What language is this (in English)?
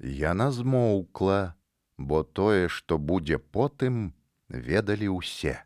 Belarusian